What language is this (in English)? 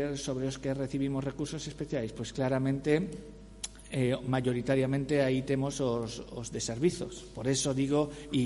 Galician